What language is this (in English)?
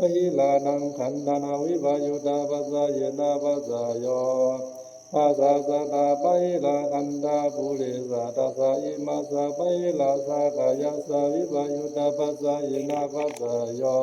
Pali